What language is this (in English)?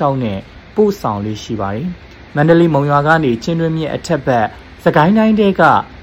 Burmese